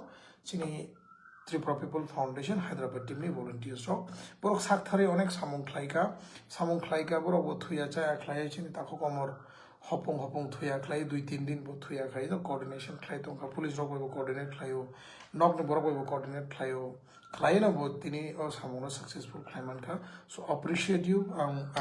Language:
Kok Borok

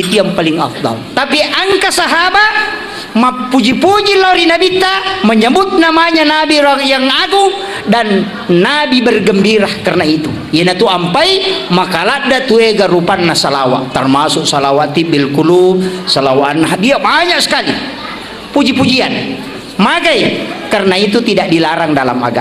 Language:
Buginese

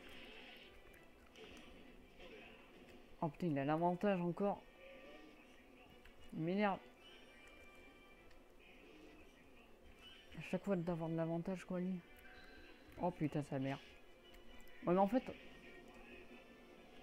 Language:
French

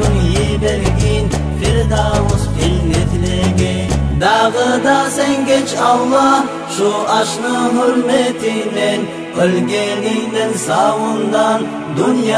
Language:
Kumyk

